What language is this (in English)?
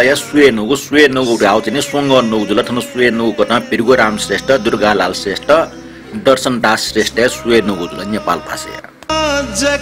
Newari